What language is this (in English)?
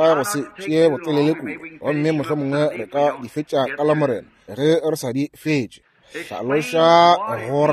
Northern Sotho